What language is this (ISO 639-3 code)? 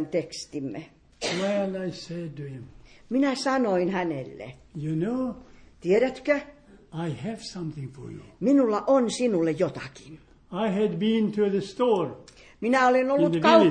fin